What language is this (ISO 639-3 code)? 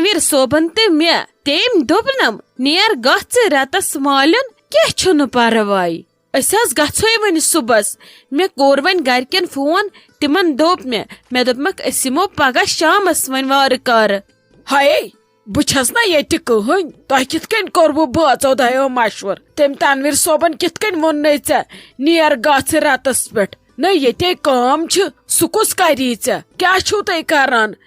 kas